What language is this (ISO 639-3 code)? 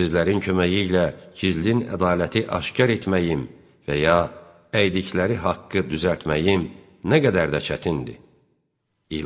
aze